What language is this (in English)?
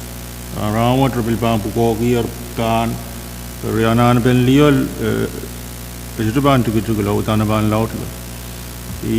Pohnpeian